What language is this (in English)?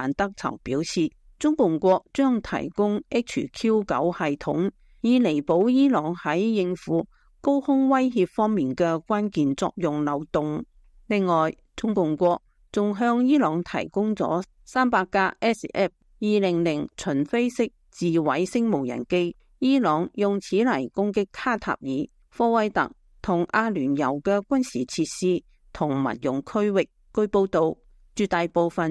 Cantonese